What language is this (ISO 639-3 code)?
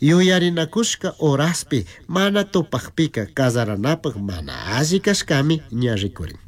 qug